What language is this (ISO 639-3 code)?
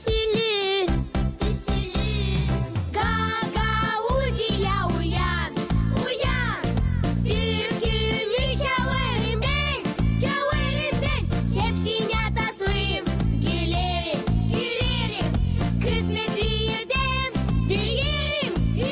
gag